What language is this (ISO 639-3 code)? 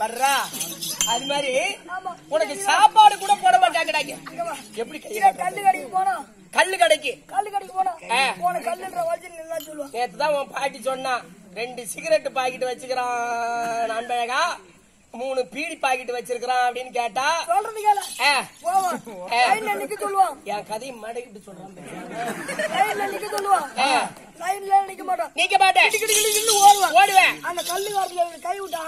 tam